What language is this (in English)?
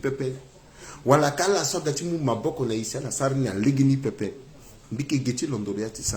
Sango